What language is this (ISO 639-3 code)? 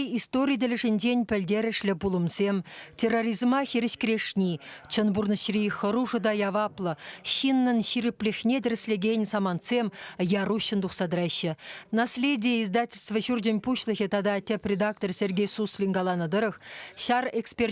chv